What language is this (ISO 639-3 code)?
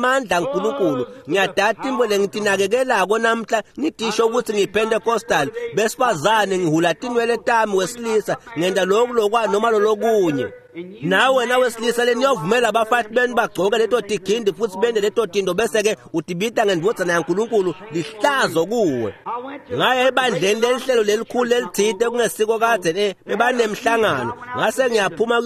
ssw